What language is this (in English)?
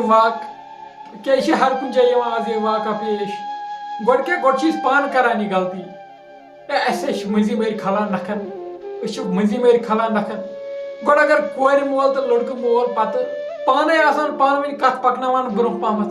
Kashmiri